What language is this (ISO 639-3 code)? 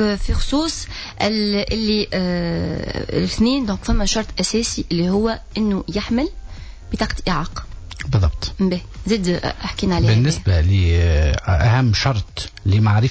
aeb